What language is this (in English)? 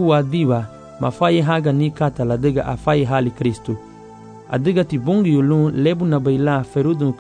Garifuna